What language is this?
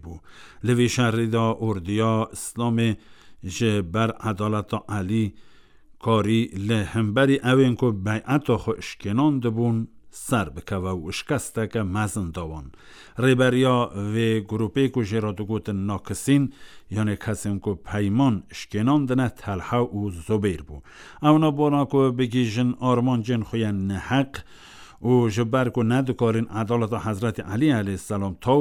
Kurdish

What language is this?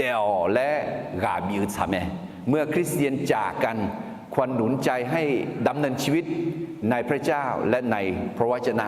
Akha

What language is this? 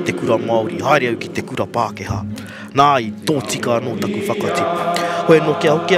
Māori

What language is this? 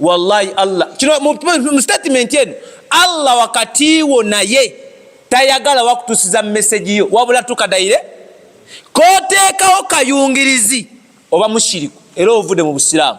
Ganda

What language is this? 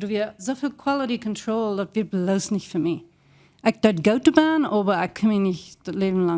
Plautdietsch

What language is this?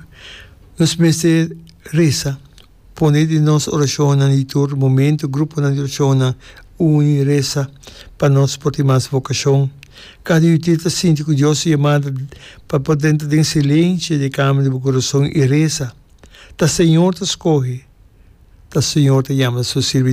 Papiamento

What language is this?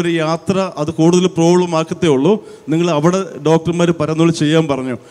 Malayalam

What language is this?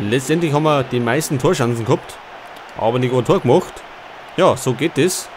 Bavarian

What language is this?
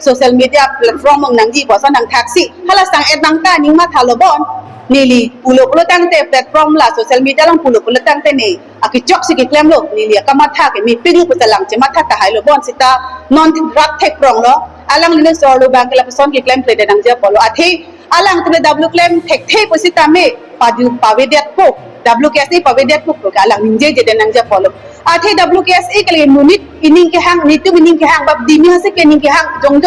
Karbi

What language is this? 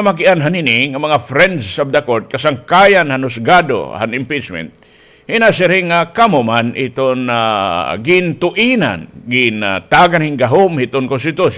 Waray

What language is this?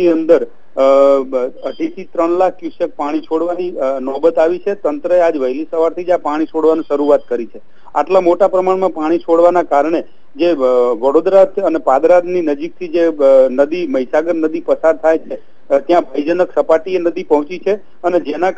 Gujarati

